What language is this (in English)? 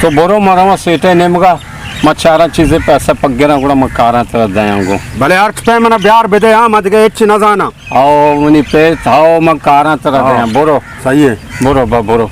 Baluchi